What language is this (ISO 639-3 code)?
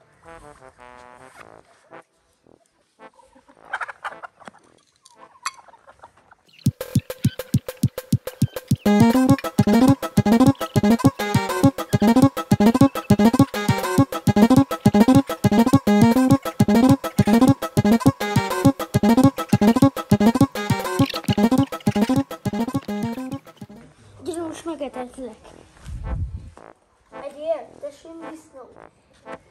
hun